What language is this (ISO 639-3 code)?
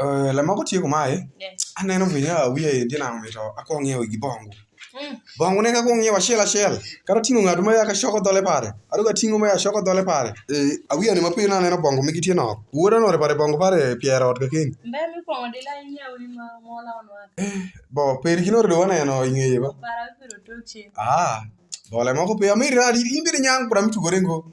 alz